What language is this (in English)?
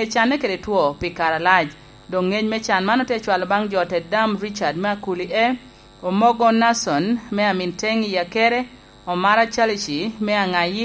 Lango (Uganda)